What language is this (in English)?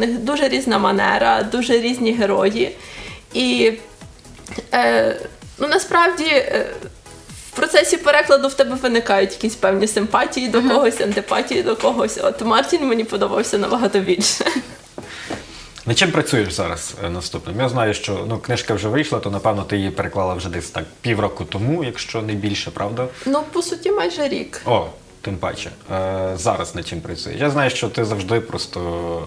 Ukrainian